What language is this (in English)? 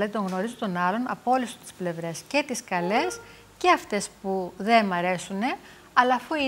Greek